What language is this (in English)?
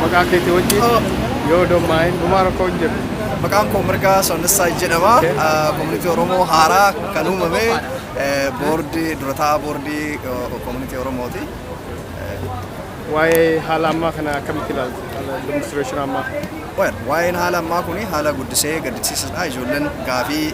Oromo